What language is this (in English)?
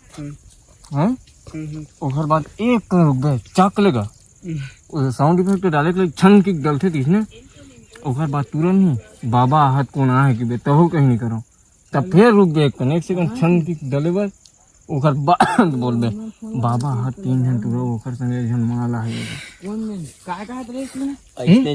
Chhattisgarhi